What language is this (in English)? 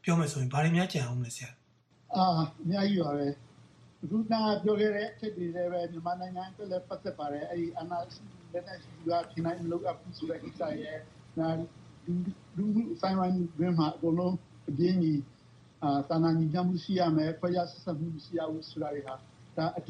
Burmese